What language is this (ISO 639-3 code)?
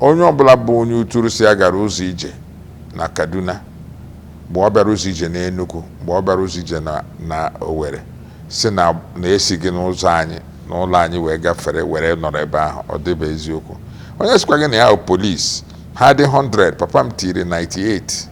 ibo